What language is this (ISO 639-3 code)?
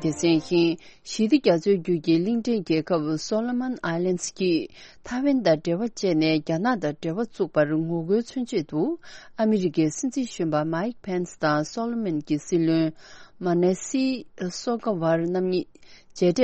bod